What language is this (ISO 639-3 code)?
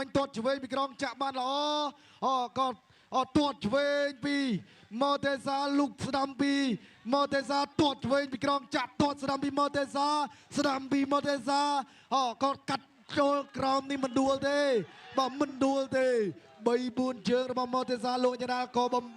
khm